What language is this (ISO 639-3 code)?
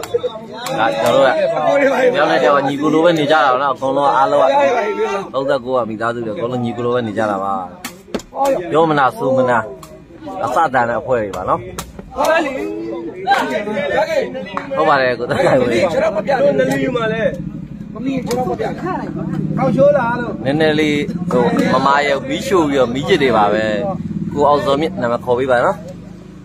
mya